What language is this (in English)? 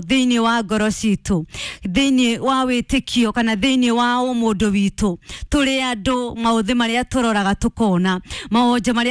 Kikuyu